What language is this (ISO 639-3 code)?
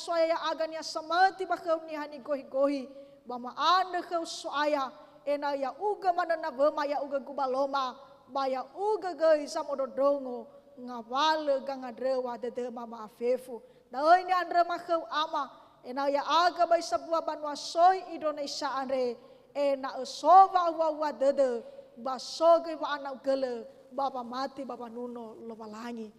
nia